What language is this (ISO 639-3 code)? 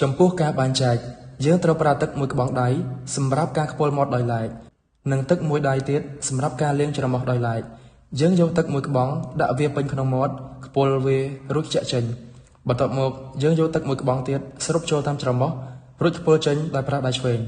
khm